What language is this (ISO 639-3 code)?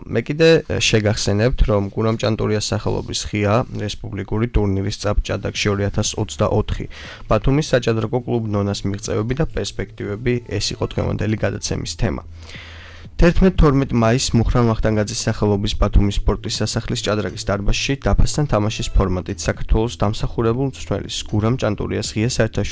kat